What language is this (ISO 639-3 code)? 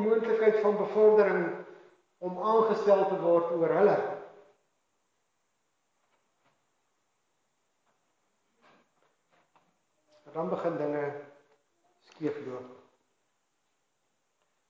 afr